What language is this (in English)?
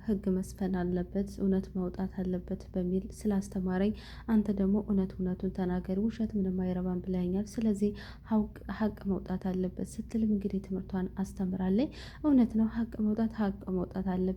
Amharic